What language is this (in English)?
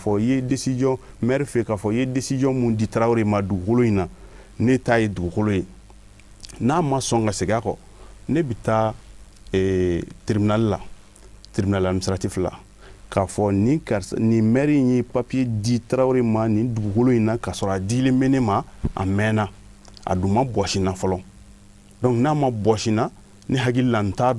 Bambara